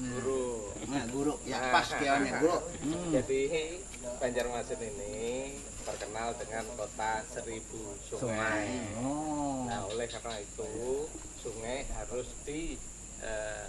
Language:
Banjar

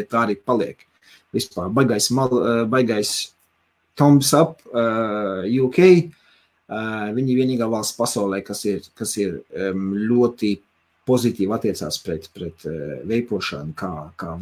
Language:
Latvian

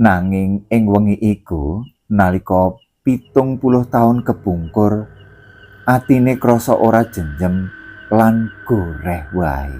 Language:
Javanese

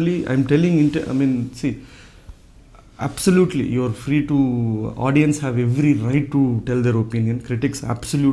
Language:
Telugu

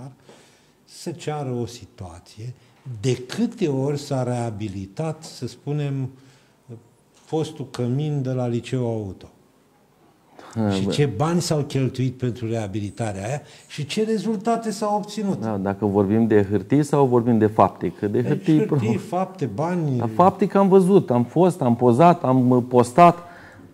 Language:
Romanian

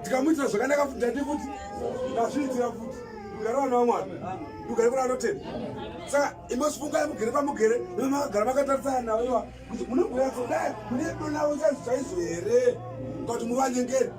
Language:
Shona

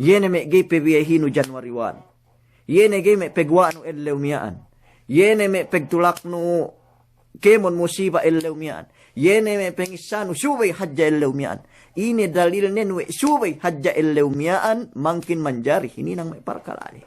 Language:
Yakan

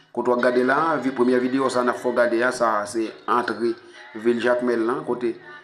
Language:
Haitian Creole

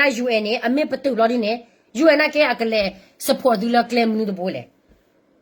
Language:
S'gaw Karen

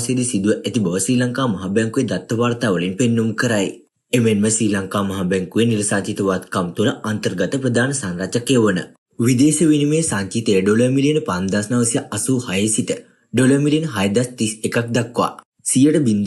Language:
Sinhala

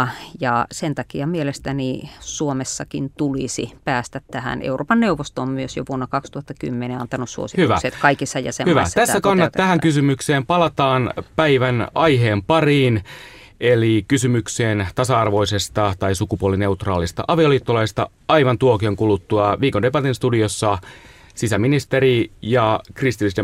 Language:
Finnish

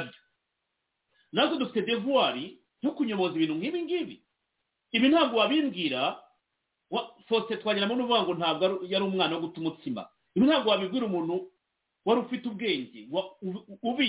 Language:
Kinyarwanda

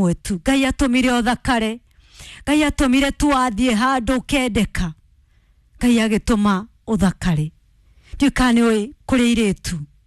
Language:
Kikuyu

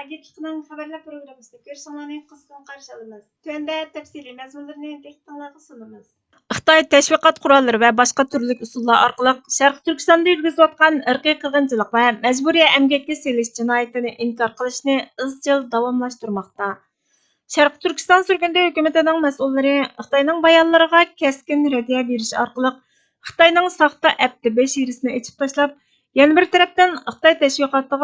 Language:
Uyghur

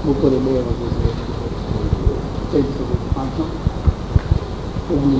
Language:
Gujarati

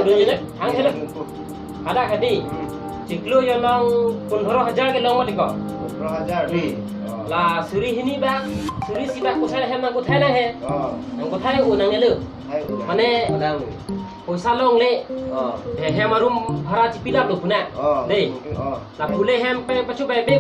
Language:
Karbi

